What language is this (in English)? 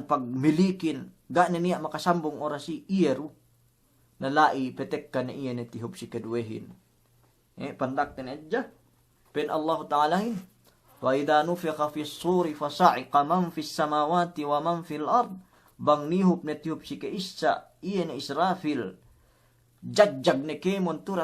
Yakan